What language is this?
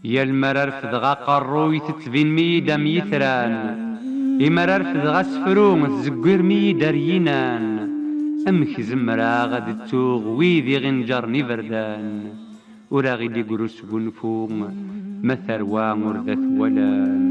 Kabyle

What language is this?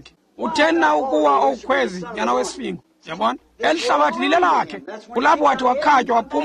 Xhosa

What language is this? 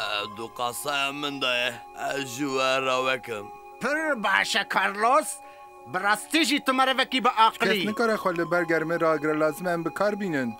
Kurdish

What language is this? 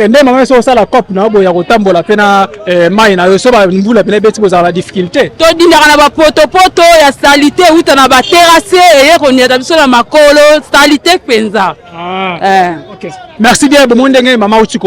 Lingala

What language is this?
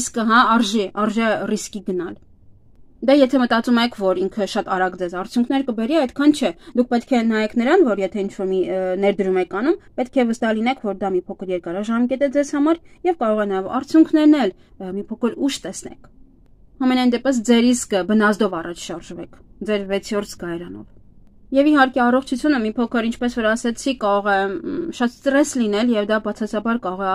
Armenian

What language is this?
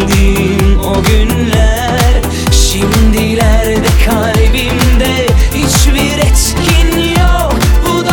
Turkish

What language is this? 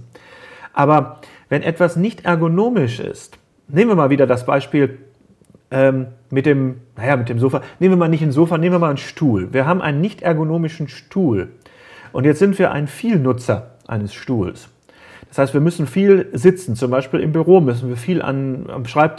German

